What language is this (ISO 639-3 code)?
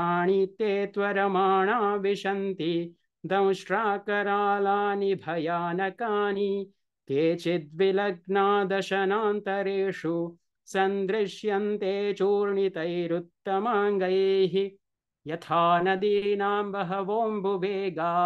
san